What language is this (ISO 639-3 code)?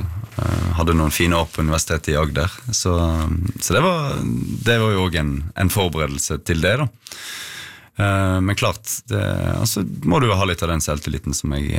nor